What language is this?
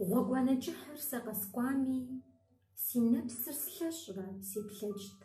Kabardian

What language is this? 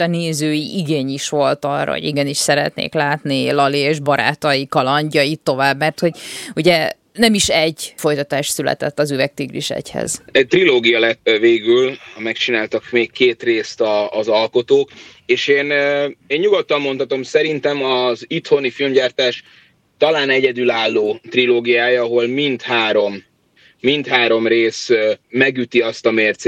Hungarian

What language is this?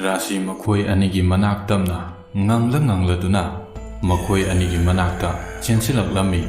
Manipuri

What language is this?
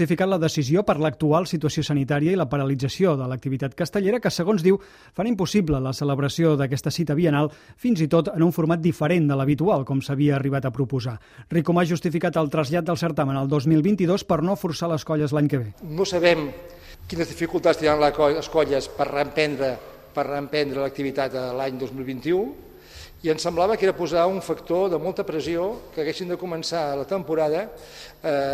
Catalan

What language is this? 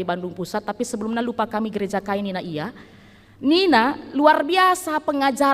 Batak Karo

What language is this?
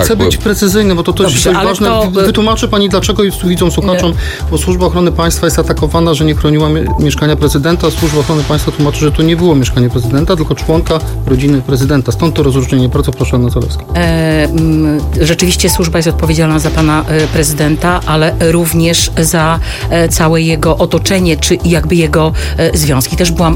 Polish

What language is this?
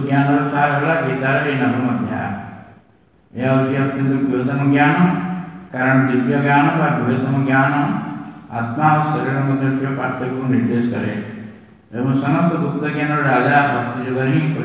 Odia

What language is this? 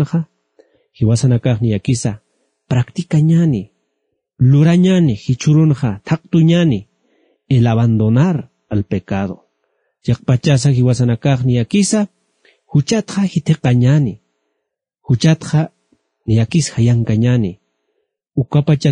Aymara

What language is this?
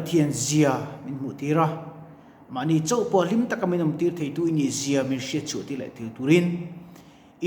Mizo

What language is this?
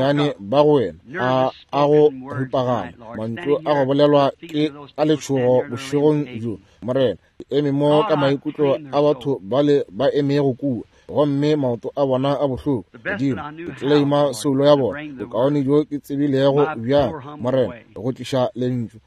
Northern Sotho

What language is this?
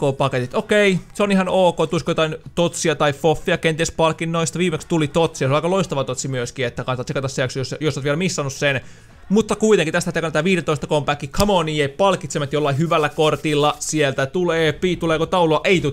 Finnish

